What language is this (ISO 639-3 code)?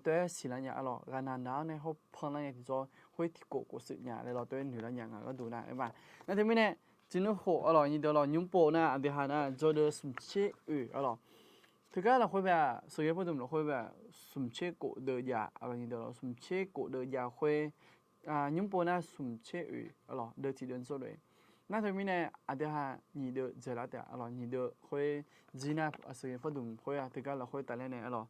ahk